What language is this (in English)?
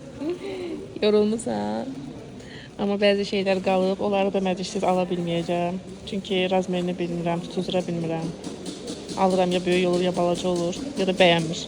Azerbaijani